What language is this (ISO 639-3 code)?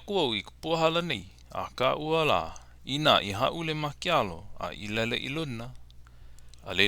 haw